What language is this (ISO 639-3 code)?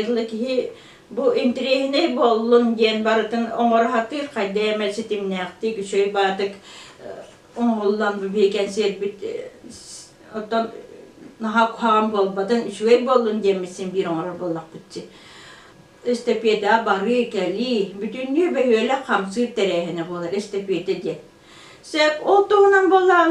sah